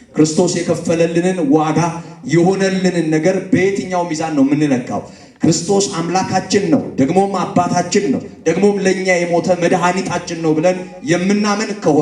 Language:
Amharic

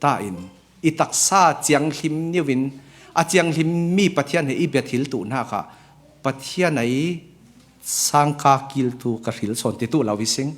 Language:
Falam Chin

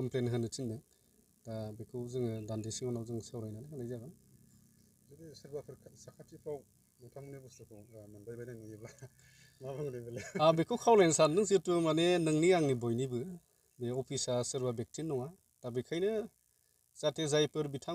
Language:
Bodo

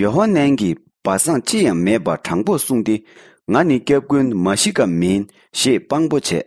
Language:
Tibetan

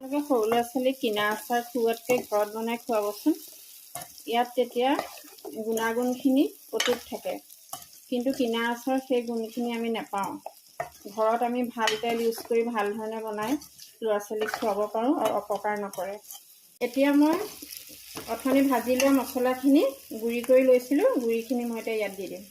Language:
Assamese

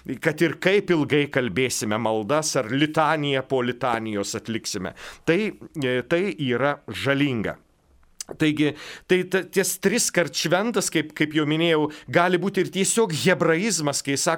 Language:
Lithuanian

